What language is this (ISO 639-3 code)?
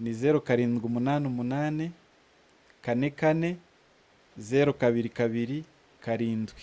kin